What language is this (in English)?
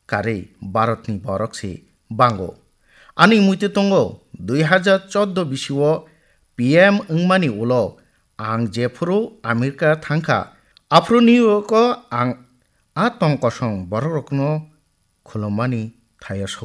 Kok Borok